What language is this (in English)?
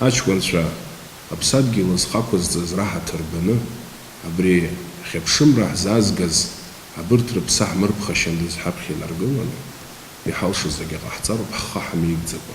Abkhazian